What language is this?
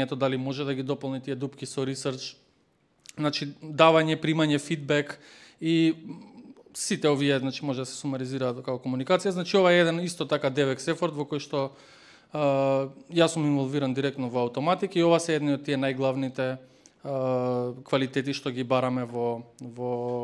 Macedonian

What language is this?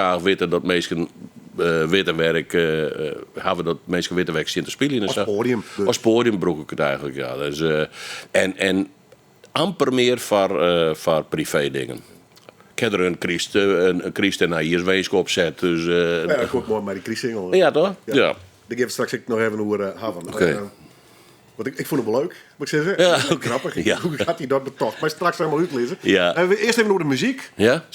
Western Frisian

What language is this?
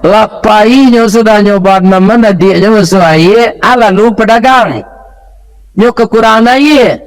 Minangkabau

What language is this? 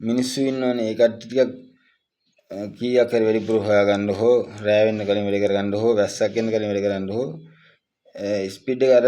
Sinhala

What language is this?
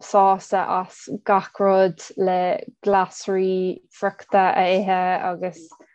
Irish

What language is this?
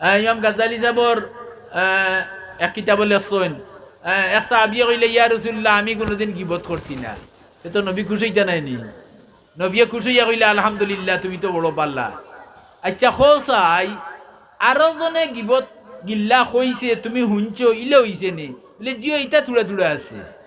Sylheti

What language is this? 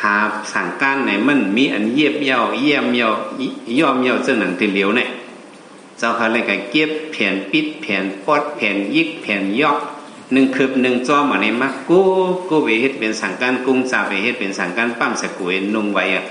Shan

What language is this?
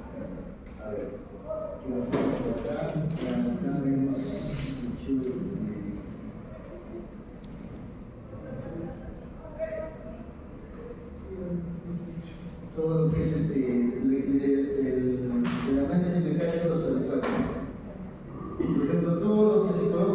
Spanish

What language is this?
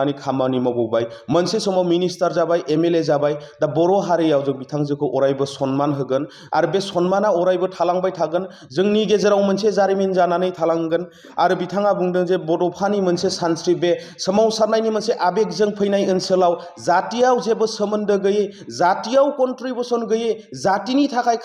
Bodo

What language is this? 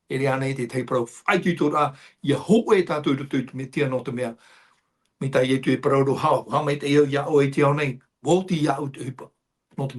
Tahitian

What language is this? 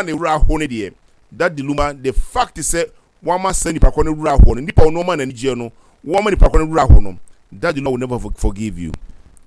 Akan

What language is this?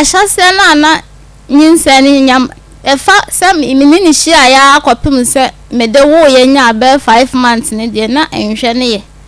Akan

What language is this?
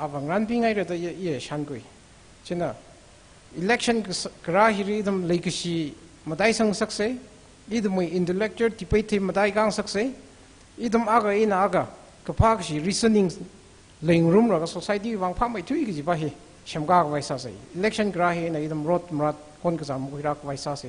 Tangkhul Naga (India)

